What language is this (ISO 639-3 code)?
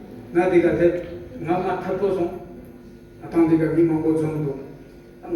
bod